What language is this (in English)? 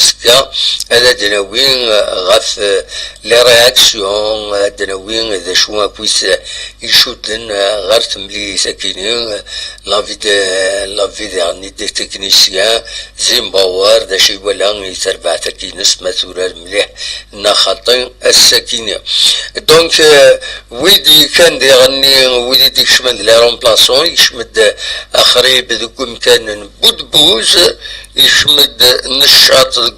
Kabyle